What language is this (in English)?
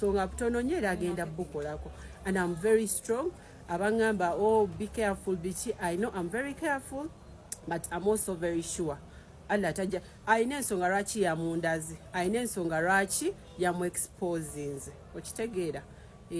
Ganda